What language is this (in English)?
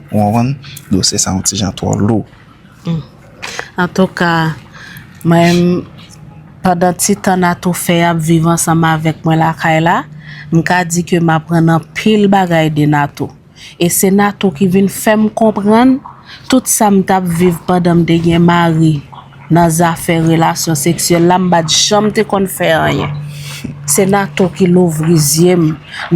Haitian Creole